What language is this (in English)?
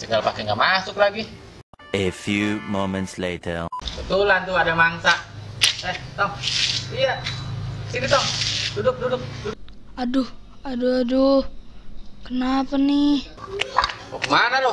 Betawi